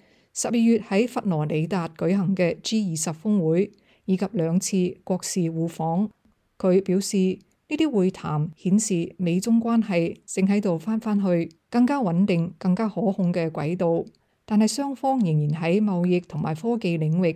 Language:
Cantonese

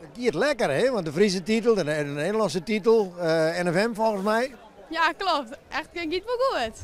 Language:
Western Frisian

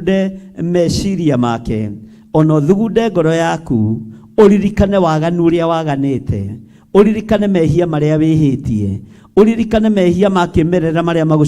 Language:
Kikuyu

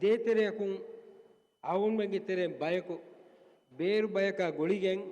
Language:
Divehi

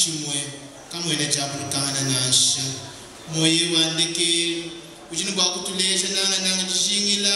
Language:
Luba-Lulua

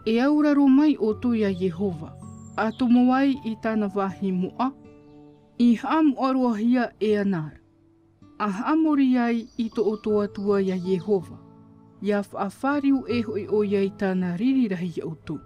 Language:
Tahitian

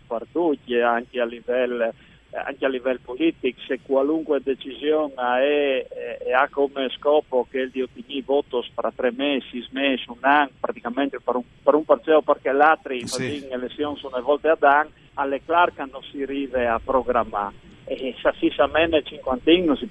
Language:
Friulian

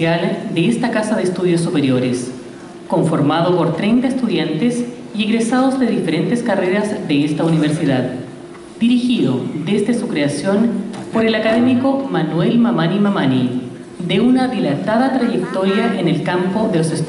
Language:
Spanish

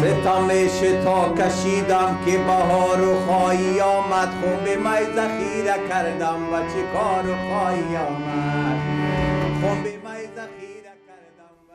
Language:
Persian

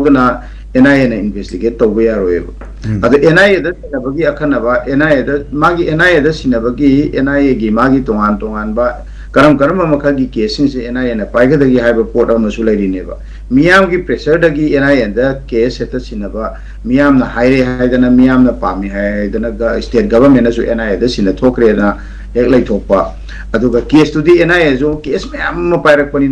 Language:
Manipuri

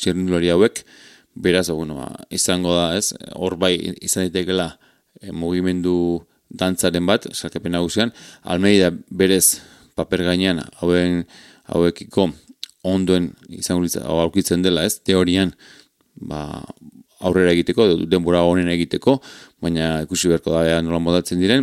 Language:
Basque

